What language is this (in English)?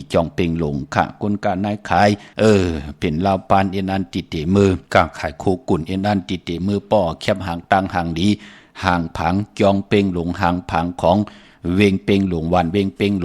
Shan